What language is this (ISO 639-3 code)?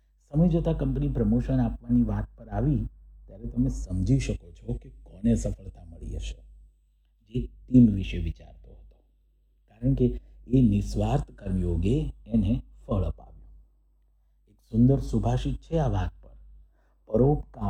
guj